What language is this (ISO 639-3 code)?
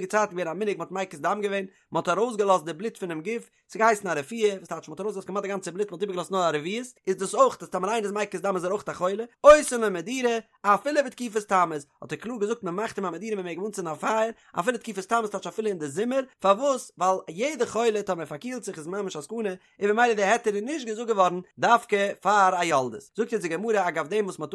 yid